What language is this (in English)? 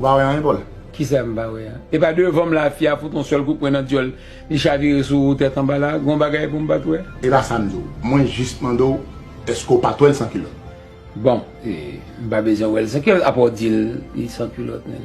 Haitian Creole